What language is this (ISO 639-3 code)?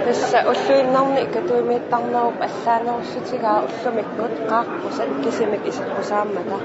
kal